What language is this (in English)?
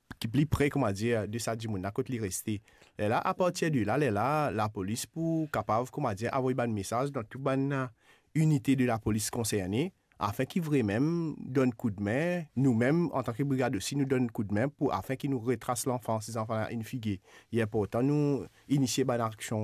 Morisyen